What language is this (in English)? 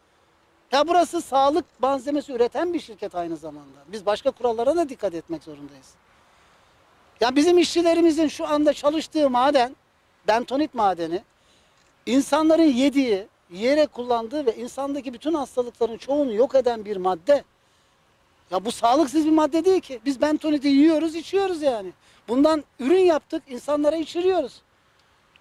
Turkish